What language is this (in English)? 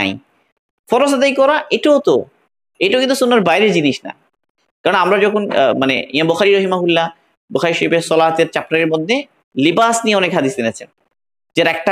Bangla